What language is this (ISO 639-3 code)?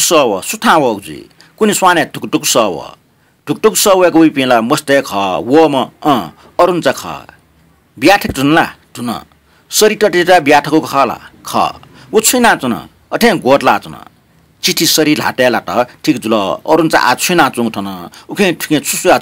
new